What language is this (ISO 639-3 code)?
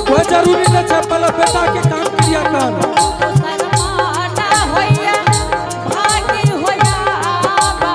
anp